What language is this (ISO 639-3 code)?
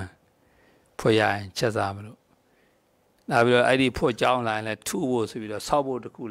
mya